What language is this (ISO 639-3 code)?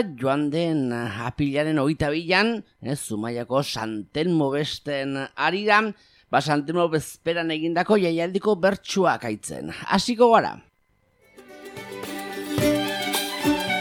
eus